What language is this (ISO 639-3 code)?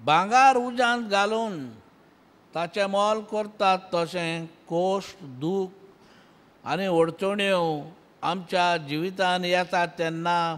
kok